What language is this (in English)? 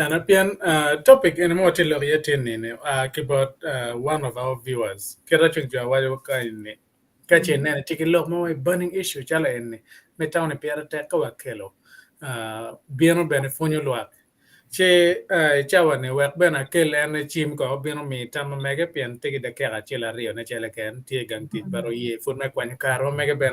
Acoli